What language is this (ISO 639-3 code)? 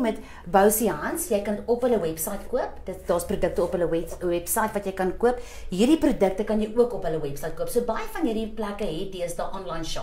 afr